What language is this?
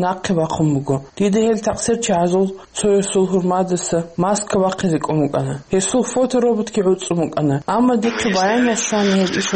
Avaric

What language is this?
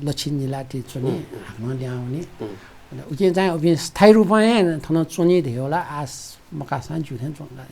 Newari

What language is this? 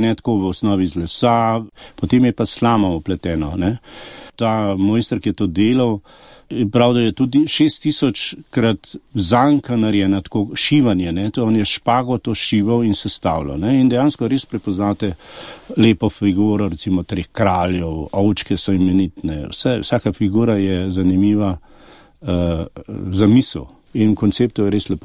Slovenian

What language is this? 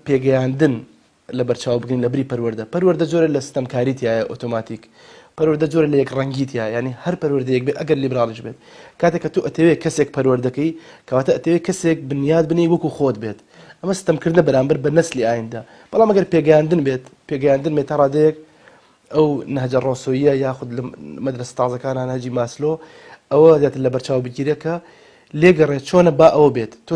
Central Kurdish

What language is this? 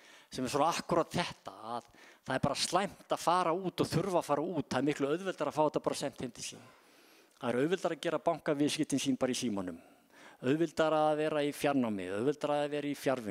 Icelandic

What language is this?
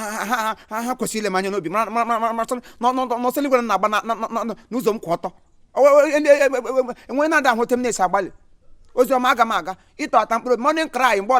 Igbo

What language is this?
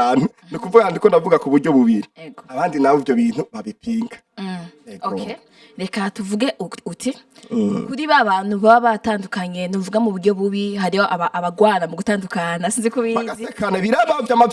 Rundi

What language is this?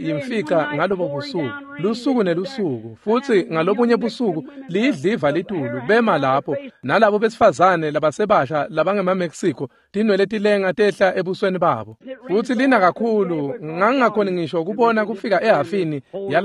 Swati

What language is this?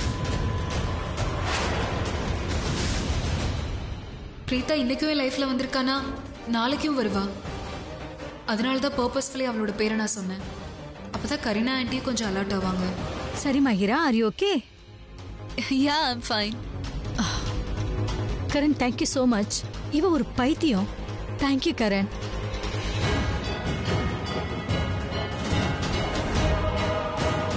Tamil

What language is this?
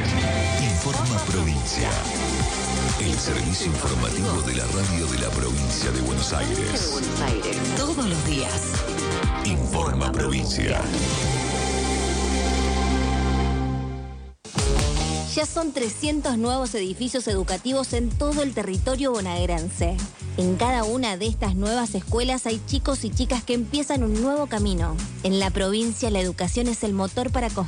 Spanish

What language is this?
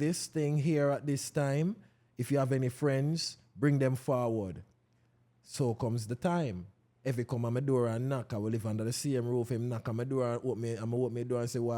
Jamaican Creole English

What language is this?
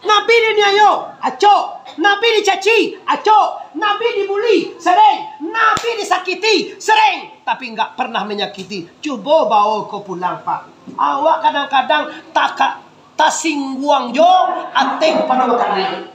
Minangkabau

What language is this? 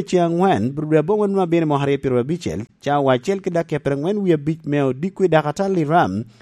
Lango (Uganda)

